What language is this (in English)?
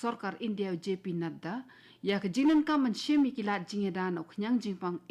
Khasi